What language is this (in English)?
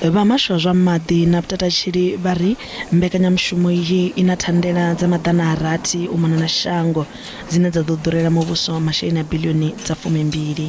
Venda